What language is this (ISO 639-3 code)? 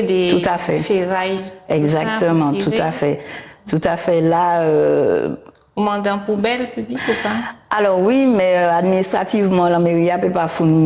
gcf